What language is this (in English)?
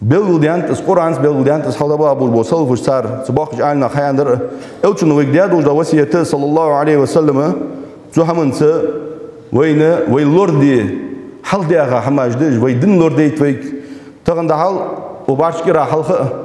Ingush